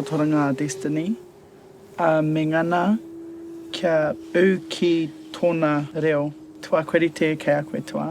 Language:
Māori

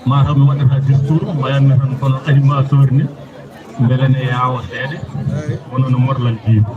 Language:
Fula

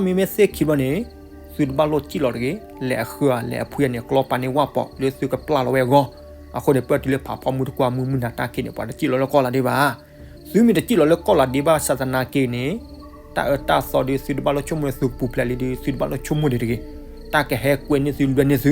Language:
S'gaw Karen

